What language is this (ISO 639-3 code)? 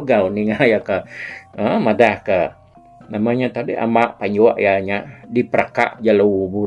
iba